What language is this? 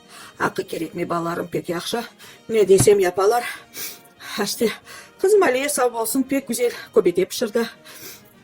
Crimean Tatar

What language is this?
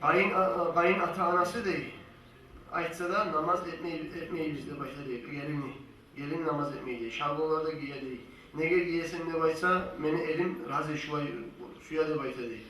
Kumyk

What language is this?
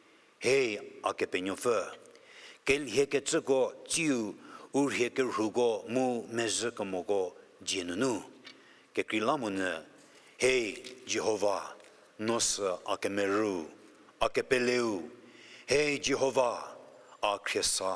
Angami Naga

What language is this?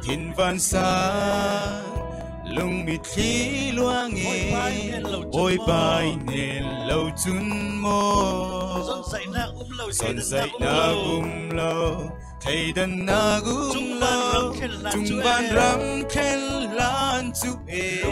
Falam Chin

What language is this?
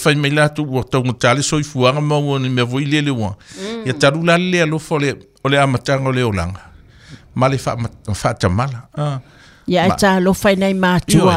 Samoan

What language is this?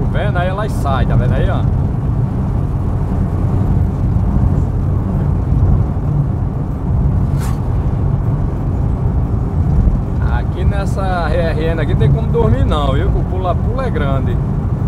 Portuguese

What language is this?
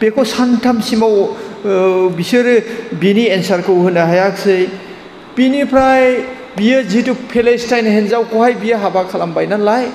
Bodo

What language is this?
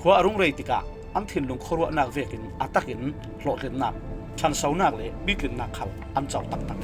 Falam Chin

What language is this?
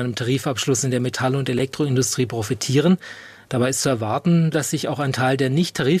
German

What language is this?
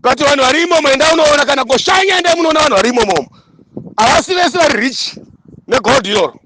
Shona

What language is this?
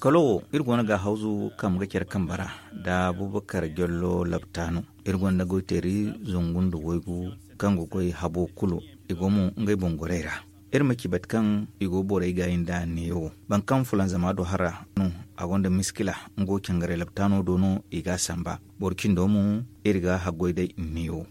Zarma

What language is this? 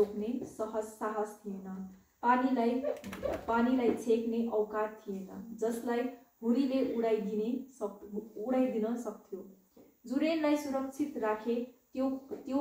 Nepali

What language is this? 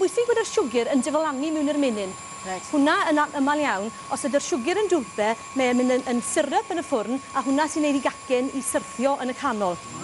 Welsh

